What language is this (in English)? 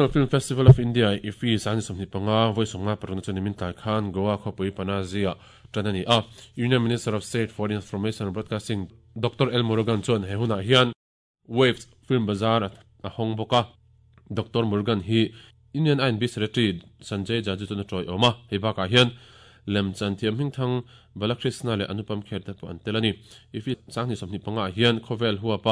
Mizo